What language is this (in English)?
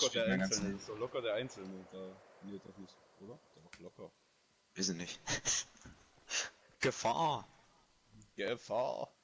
Bavarian